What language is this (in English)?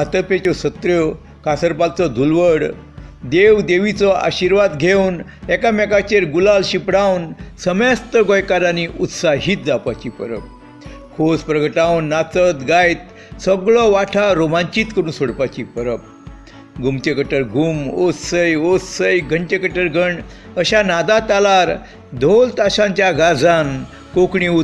Konkani